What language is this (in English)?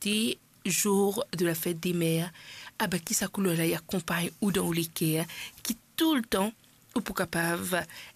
Morisyen